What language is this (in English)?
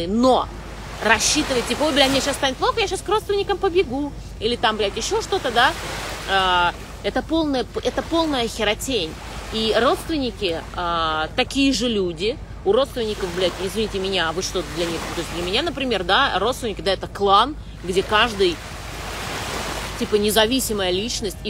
Russian